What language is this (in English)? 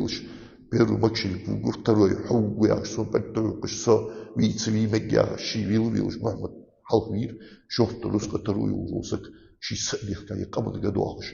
Ingush